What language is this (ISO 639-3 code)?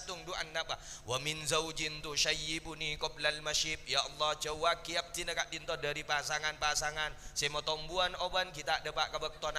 mad